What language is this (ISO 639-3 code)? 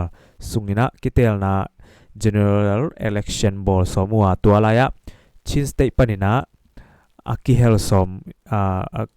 ctd